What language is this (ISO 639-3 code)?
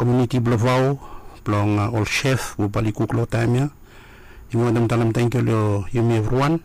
bis